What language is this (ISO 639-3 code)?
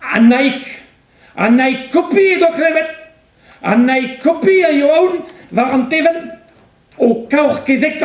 bre